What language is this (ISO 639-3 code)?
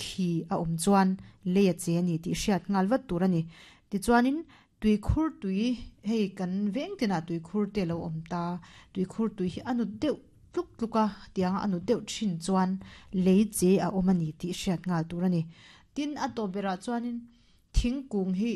lus